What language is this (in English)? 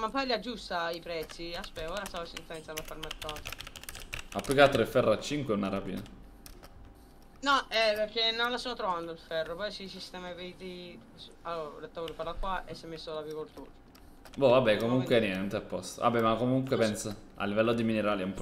Italian